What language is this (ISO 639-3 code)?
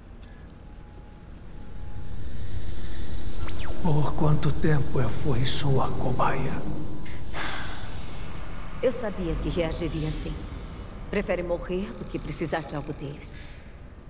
por